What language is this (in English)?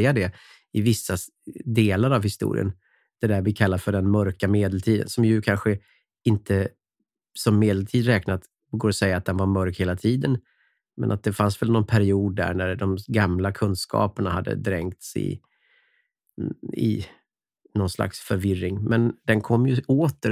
Swedish